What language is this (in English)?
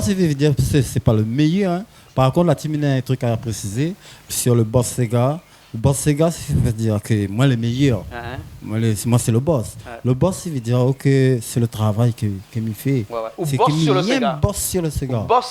Réunion Creole French